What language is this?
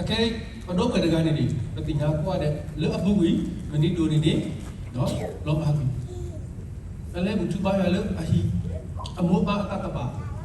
S'gaw Karen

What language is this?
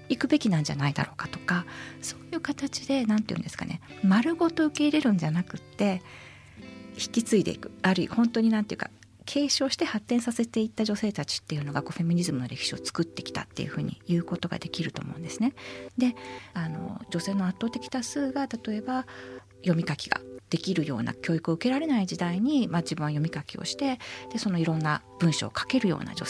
Japanese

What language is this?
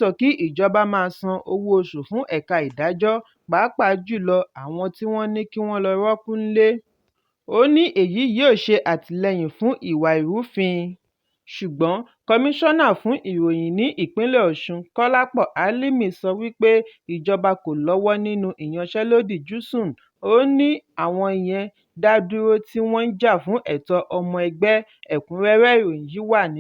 Yoruba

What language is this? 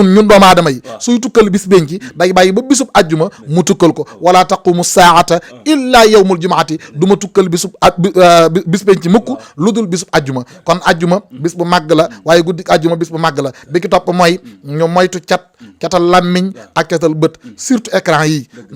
Wolof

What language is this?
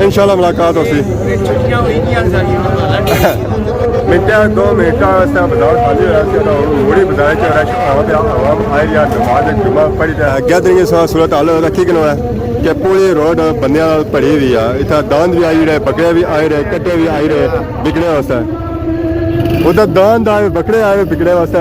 Pahari-Potwari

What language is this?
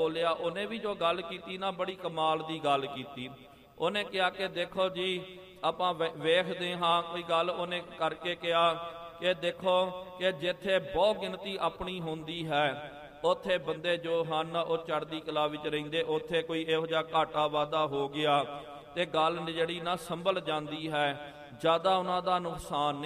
Punjabi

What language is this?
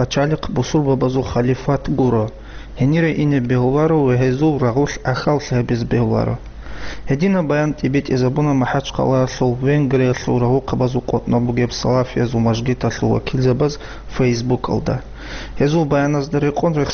Avaric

